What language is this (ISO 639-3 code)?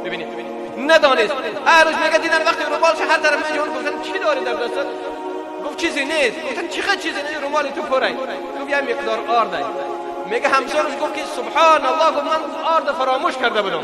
tgk